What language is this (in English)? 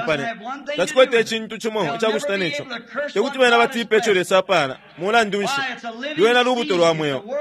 Bemba